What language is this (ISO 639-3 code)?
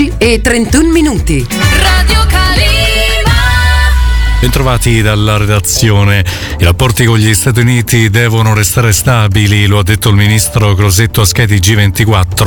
ita